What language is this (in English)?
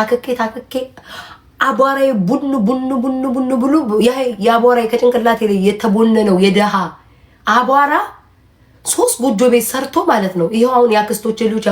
Amharic